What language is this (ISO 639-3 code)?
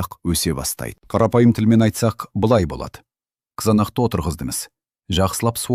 kaz